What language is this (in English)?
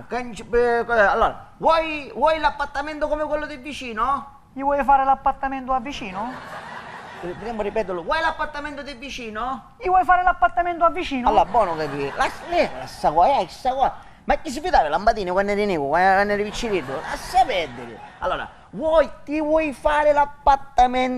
Sicilian